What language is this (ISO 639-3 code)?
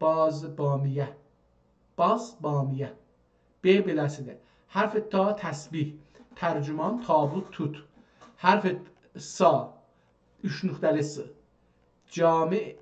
azb